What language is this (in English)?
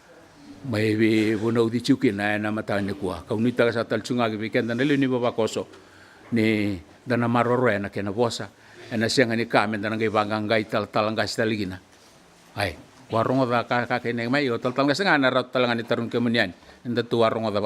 Fijian